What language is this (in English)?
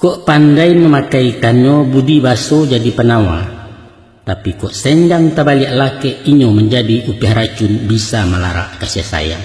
Minangkabau